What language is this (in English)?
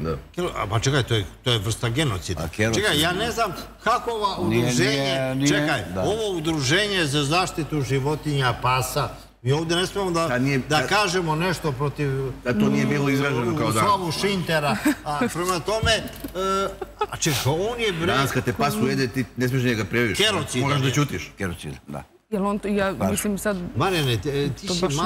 Serbian